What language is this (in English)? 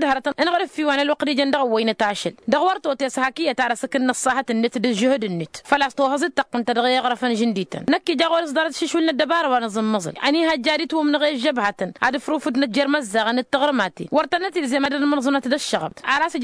Tamasheq